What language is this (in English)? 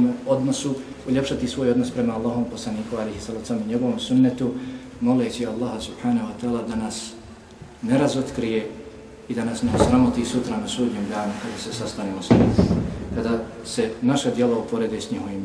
Bosnian